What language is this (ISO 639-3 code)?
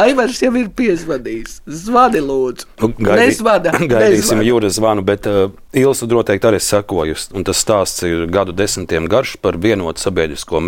lav